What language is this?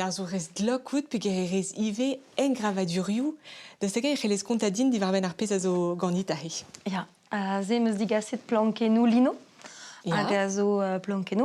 Breton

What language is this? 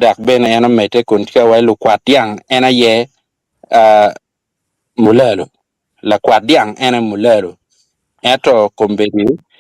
Acoli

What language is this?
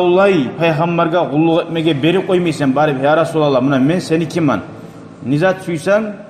Kumyk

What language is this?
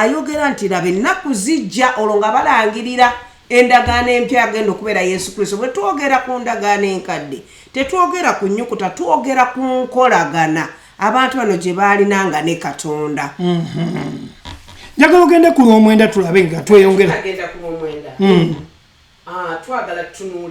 Ganda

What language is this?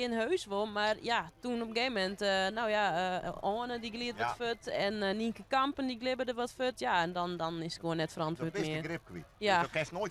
Western Frisian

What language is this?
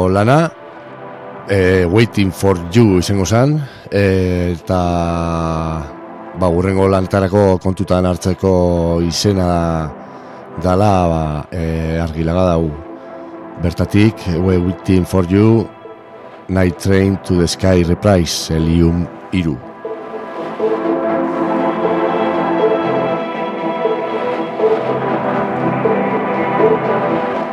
Basque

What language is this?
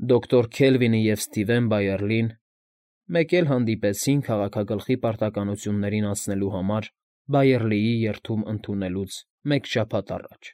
Armenian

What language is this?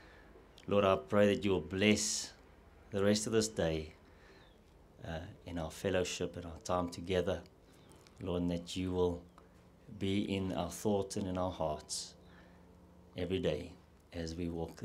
English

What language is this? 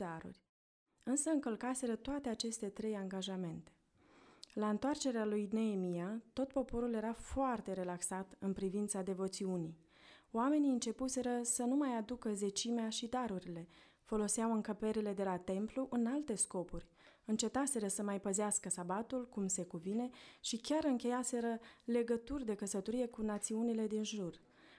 Romanian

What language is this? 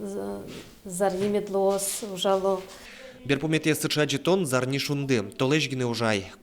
Udmurt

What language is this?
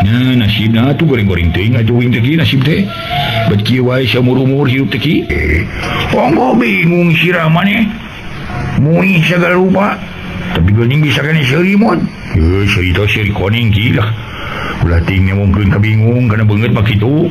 Sundanese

